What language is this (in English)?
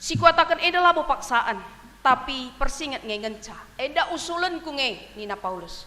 Batak Karo